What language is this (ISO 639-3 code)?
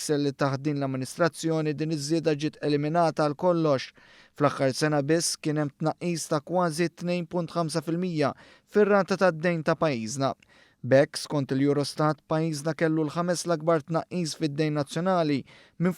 mlt